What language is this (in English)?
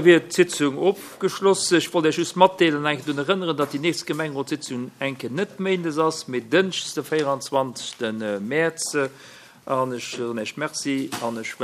Luxembourgish